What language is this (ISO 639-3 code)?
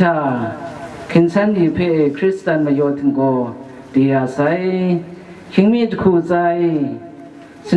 kac